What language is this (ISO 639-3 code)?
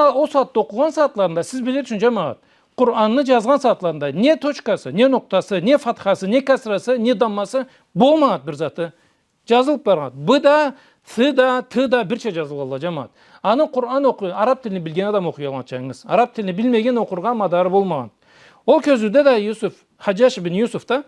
krc